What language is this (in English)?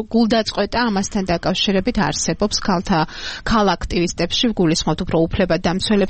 Georgian